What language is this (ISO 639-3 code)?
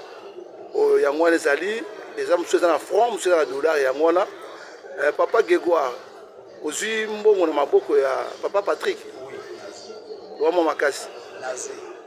lin